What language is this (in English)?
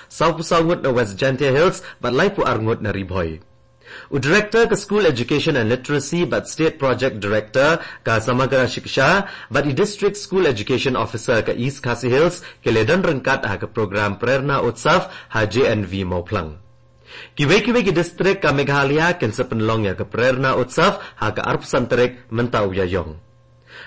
Khasi